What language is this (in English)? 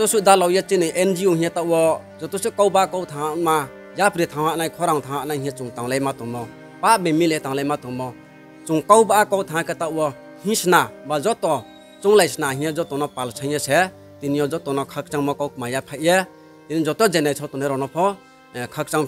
Riang (India)